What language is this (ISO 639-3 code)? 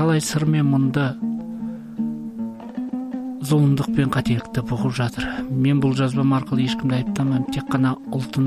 kaz